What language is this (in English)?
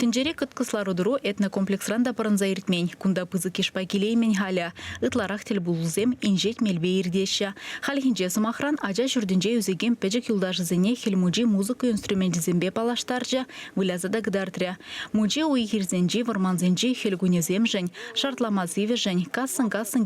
Chuvash